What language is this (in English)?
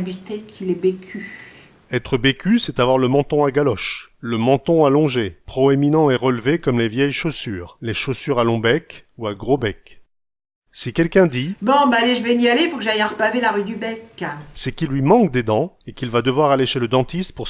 Picard